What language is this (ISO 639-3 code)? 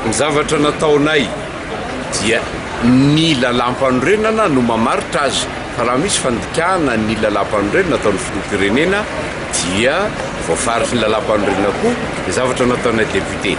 mlg